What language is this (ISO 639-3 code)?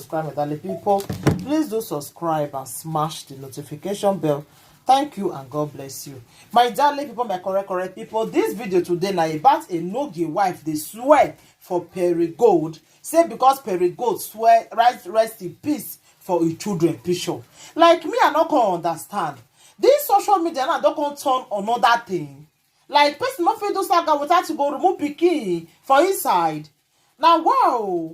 pcm